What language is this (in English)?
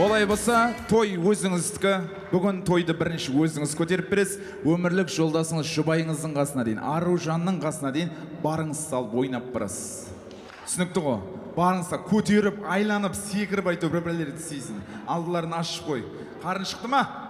Kara-Kalpak